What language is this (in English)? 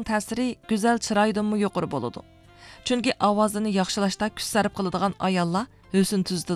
Uyghur